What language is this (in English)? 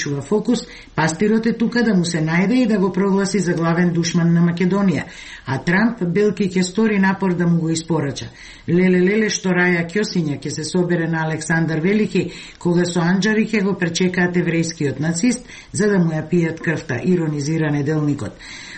Macedonian